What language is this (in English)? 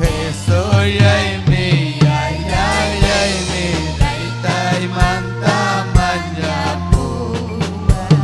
Ayacucho Quechua